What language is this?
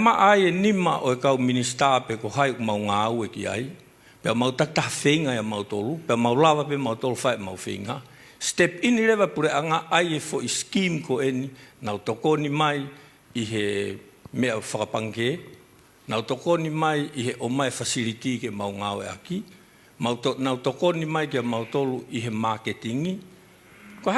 Tongan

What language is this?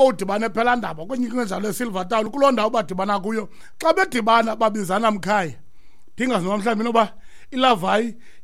Xhosa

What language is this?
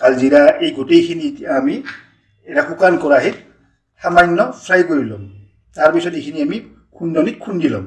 Assamese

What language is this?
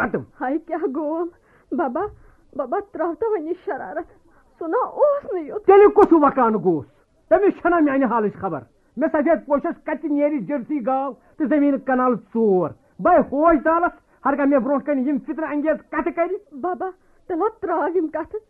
Kashmiri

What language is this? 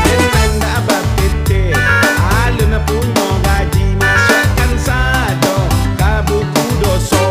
Minangkabau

